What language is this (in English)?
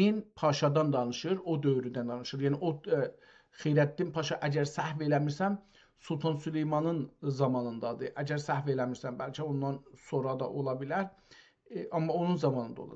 South Azerbaijani